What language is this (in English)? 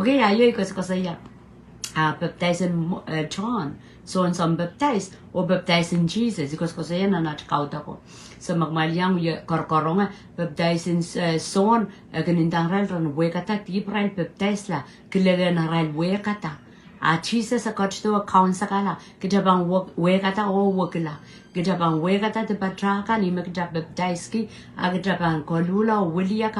Pohnpeian